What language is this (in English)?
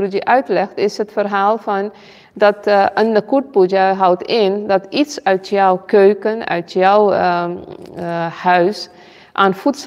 Dutch